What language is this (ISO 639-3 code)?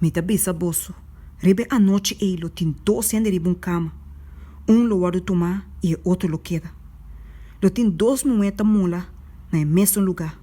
pap